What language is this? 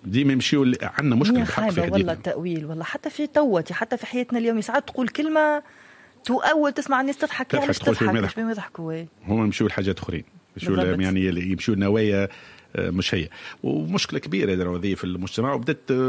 Tunisian Arabic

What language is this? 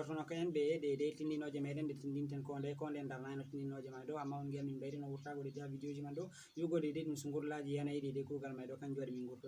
Fula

